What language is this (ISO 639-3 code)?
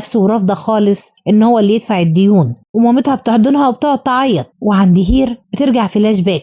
arz